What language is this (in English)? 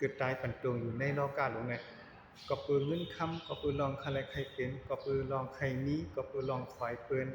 Shan